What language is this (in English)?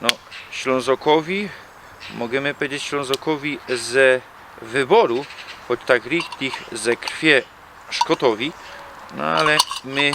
Silesian